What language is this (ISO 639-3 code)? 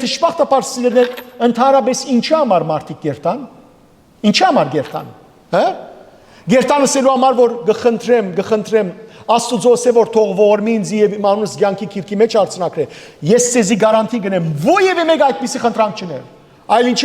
hyw